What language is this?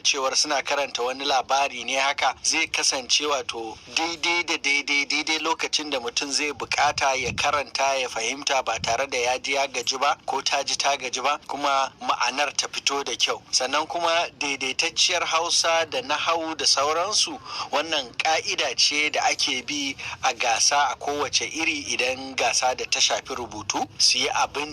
Hausa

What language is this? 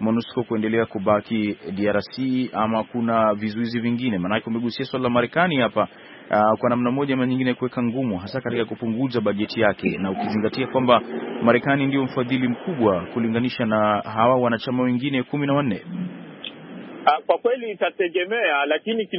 Swahili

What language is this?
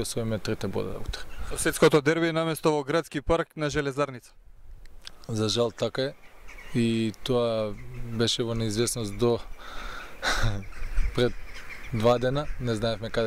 Macedonian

